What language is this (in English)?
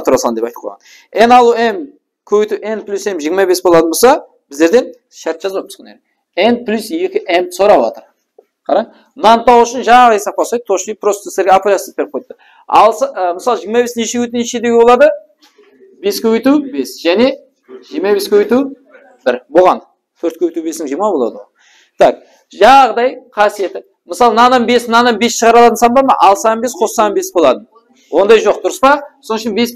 Kara-Kalpak